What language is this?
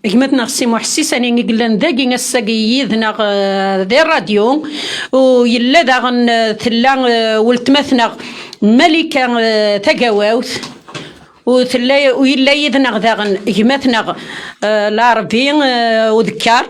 Kabyle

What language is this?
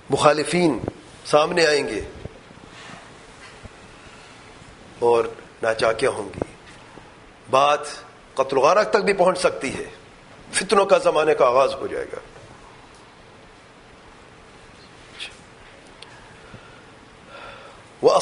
Urdu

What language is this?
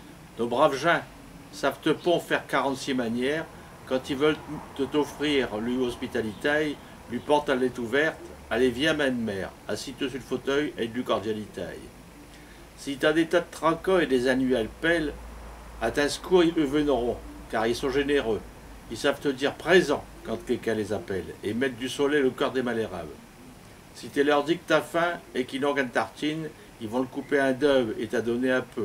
Picard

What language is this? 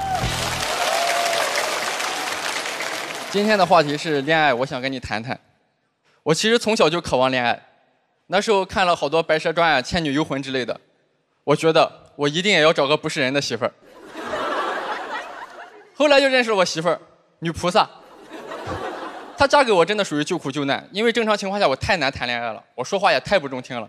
Chinese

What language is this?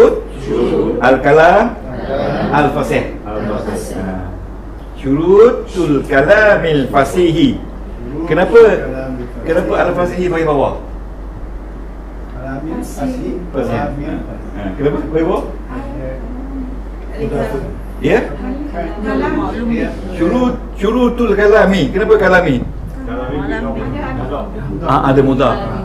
Malay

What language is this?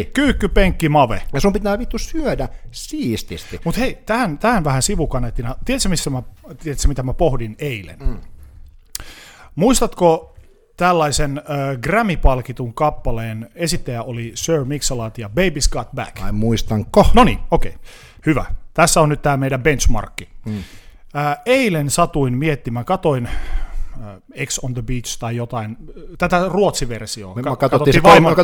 Finnish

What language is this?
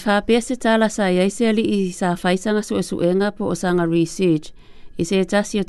Samoan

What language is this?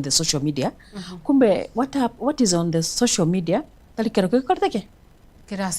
Gusii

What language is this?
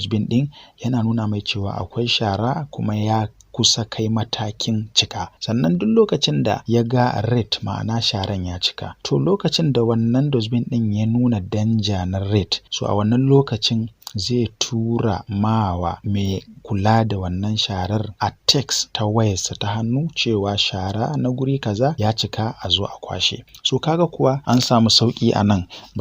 Hausa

